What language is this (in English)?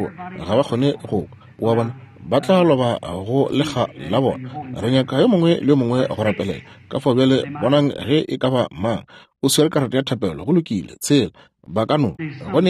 Northern Sotho